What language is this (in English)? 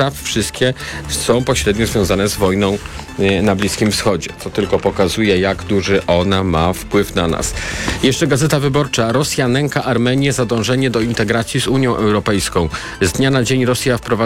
Polish